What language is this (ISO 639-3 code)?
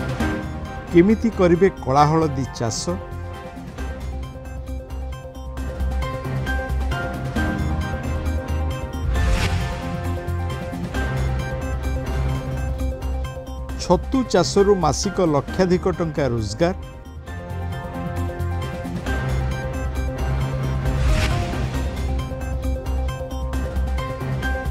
ori